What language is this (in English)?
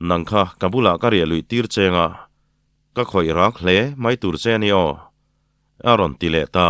Mizo